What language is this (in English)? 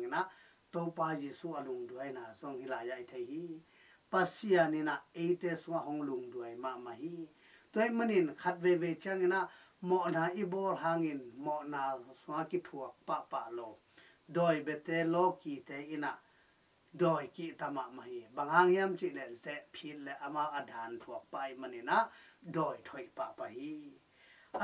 Tedim Chin